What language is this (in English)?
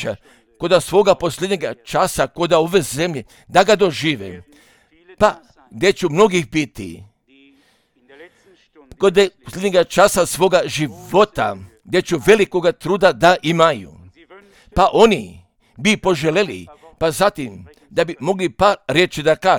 Croatian